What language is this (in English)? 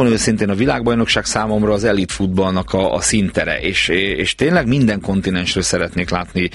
Hungarian